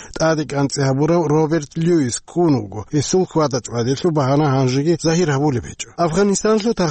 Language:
Avaric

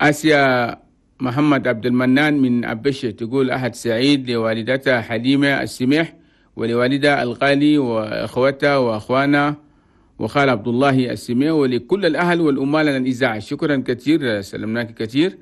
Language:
Chadian Arabic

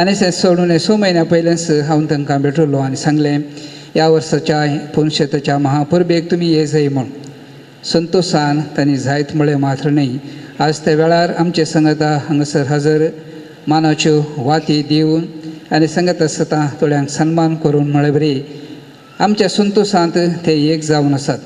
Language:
Konkani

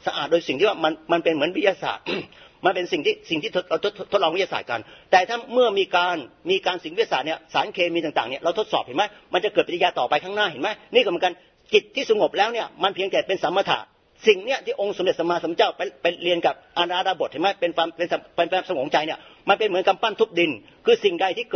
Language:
Thai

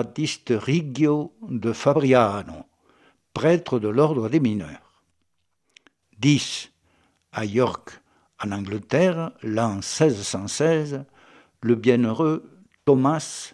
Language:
French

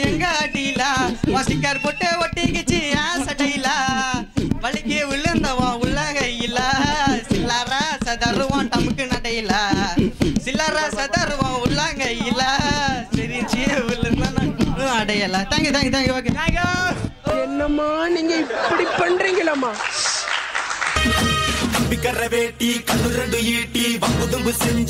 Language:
Tamil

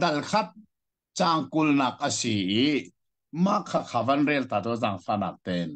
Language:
Hakha Chin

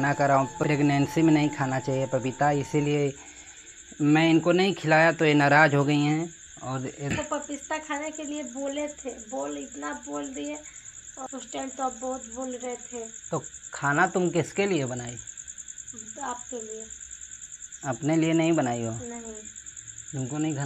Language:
Hindi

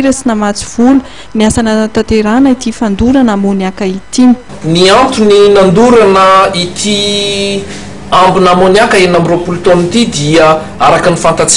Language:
Malagasy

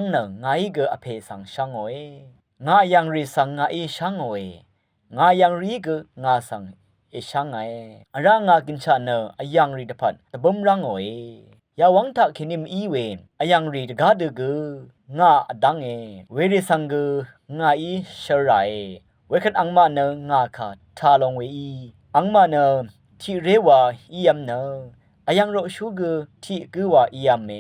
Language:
Rawang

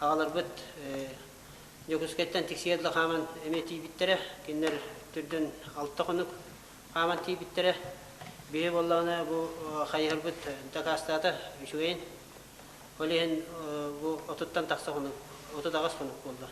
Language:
Yakut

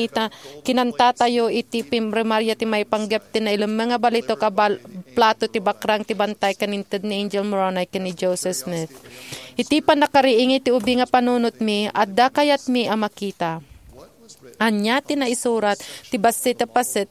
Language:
Iloko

